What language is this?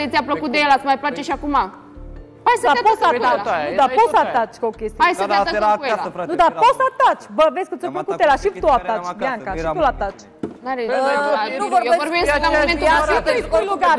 Romanian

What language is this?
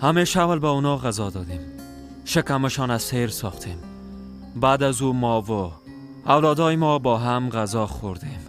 Persian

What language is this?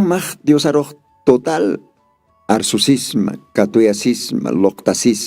Aymara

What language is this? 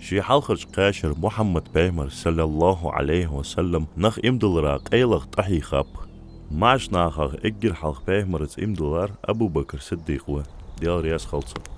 Ingush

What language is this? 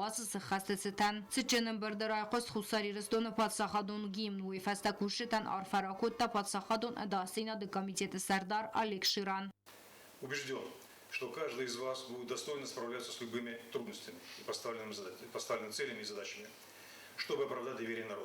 Ossetic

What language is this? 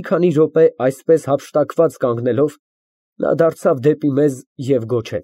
Armenian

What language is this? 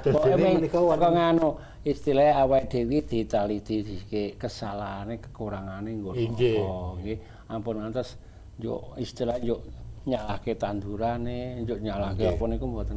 Javanese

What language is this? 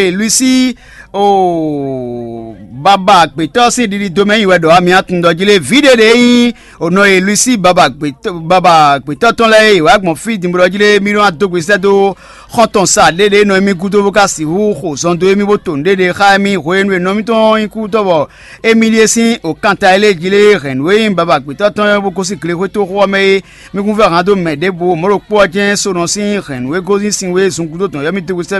Fon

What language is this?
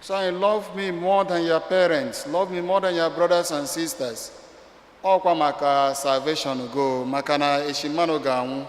Igbo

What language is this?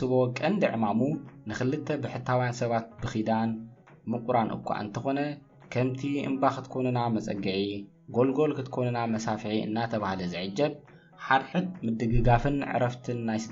Tigrinya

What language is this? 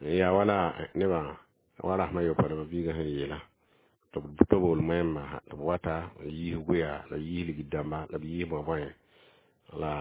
Mossi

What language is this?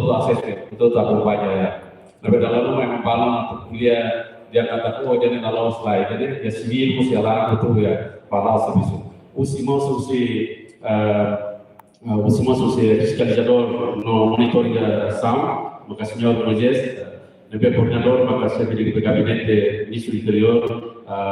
Tetum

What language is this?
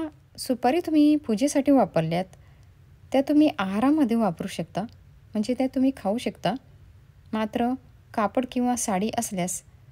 Marathi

